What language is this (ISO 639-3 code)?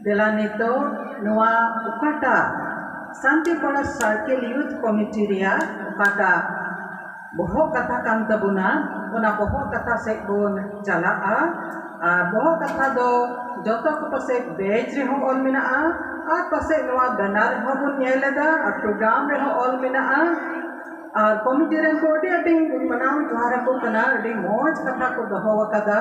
sat